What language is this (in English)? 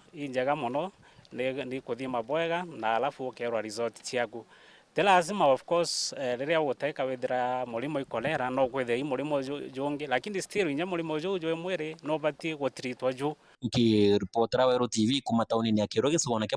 Meru